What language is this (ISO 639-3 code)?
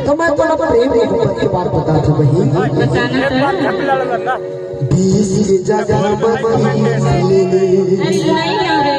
hne